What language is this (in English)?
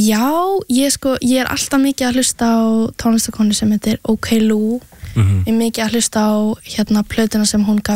Icelandic